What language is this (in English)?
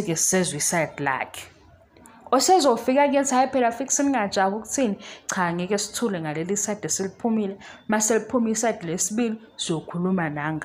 Zulu